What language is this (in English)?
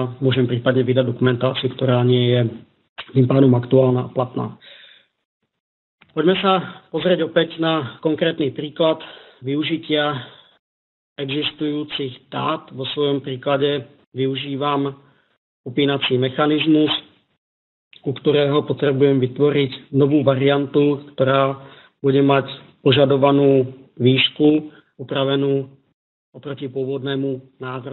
Slovak